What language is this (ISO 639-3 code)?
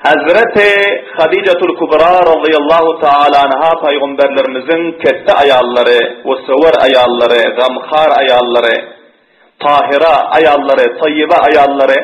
tuk